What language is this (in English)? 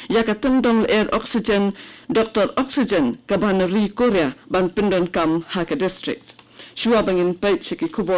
Khasi